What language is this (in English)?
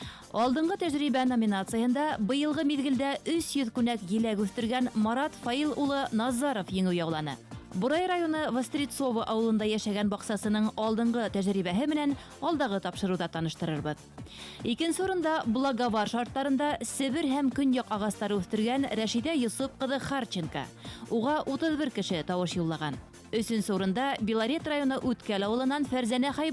Bashkir